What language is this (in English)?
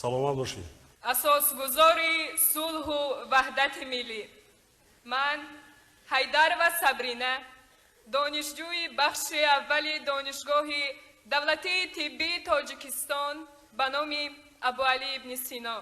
Tajik